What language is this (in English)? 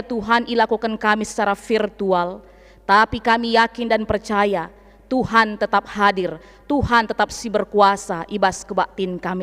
Batak Karo